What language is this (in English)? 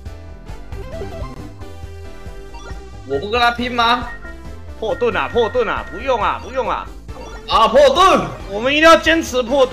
Chinese